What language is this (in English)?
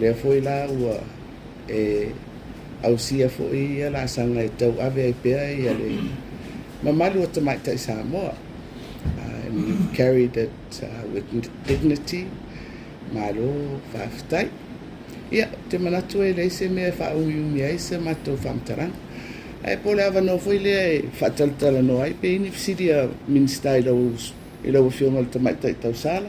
Samoan